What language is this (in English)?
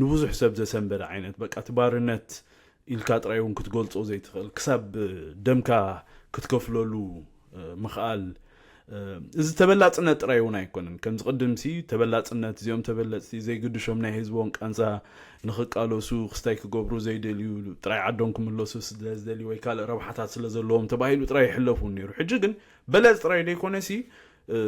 Tigrinya